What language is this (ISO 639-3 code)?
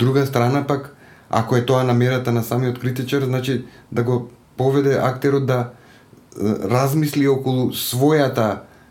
mkd